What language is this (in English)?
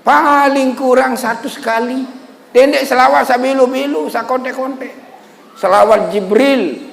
Sasak